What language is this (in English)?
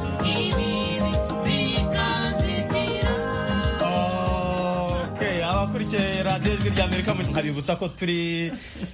Kinyarwanda